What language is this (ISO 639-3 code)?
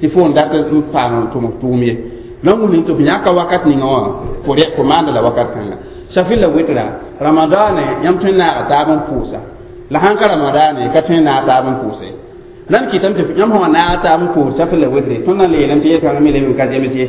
mos